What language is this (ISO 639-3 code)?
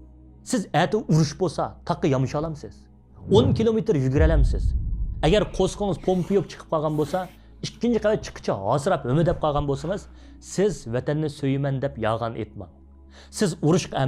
uig